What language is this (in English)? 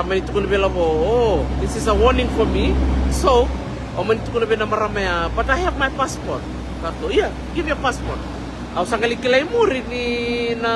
Fijian